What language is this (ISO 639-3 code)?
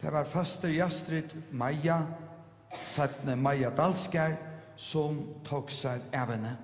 fao